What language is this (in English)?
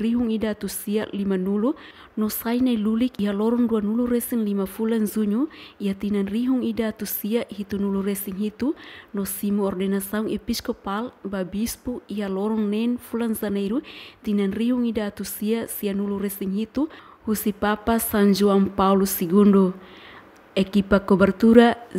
Tetum